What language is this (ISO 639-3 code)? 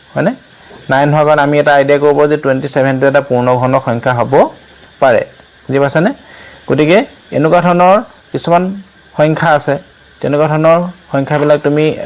asm